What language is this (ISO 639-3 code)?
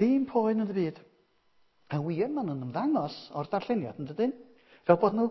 cym